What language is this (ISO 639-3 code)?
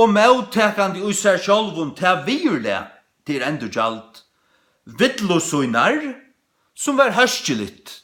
fao